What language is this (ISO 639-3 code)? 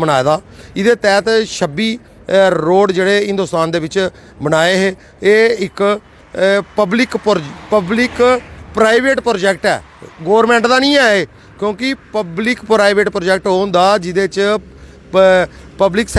doi